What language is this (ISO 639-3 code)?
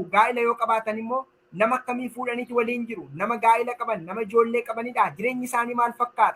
orm